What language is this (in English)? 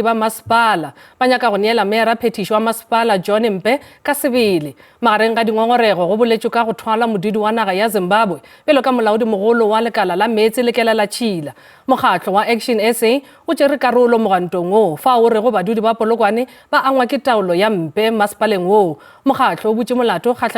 Northern Sotho